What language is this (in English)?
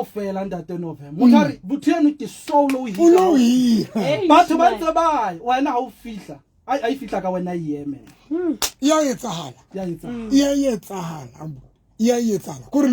Southern Sotho